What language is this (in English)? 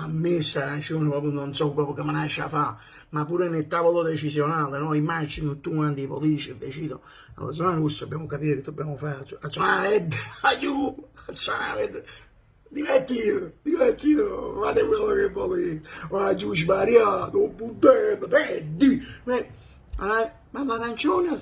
Neapolitan